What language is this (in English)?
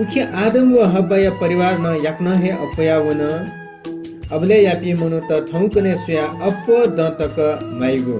Newari